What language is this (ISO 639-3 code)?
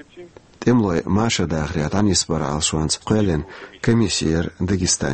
che